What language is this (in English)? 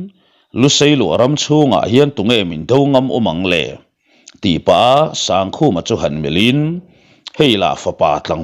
Mizo